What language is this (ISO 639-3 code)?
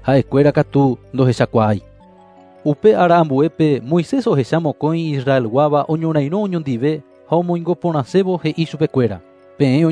grn